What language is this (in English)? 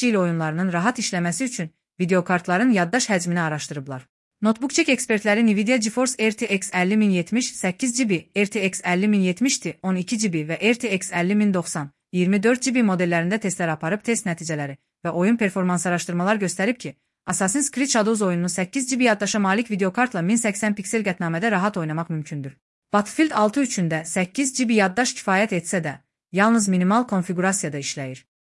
Azerbaijani